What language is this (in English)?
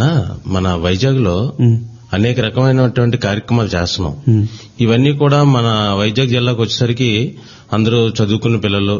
Telugu